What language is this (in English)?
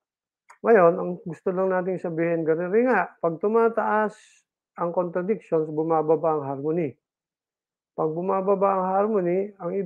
Filipino